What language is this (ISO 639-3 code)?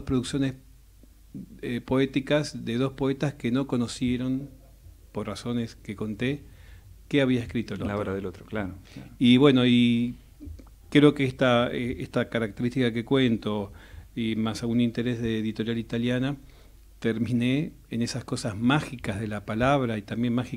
spa